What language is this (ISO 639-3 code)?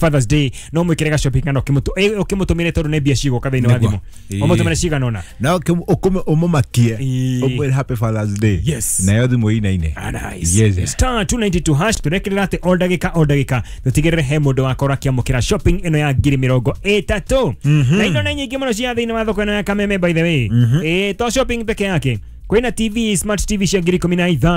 kik